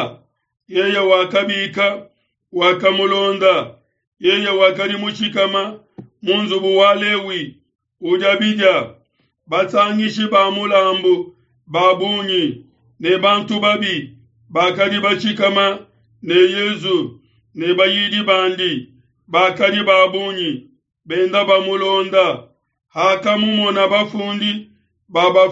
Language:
Luba-Lulua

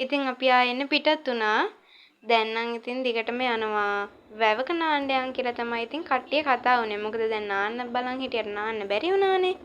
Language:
Sinhala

